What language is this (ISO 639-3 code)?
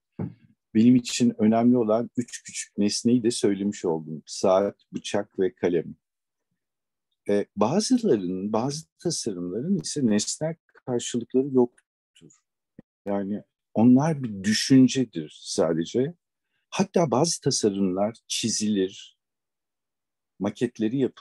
tur